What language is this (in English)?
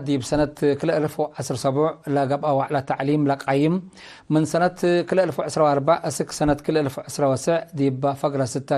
Tigre